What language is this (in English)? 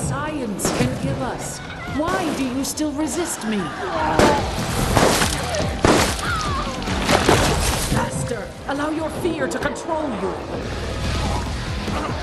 English